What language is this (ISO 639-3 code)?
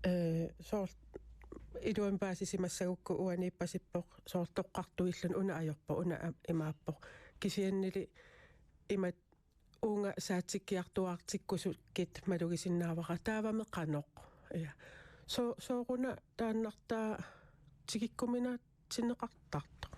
kal